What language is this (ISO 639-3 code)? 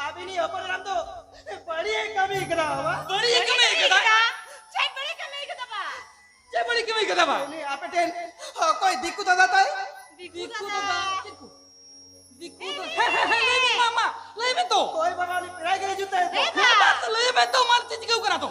sat